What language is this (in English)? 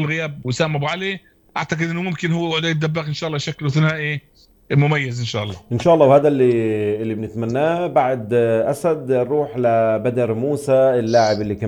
North Levantine Arabic